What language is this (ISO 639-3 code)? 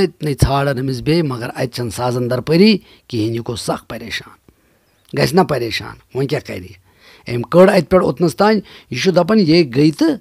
kas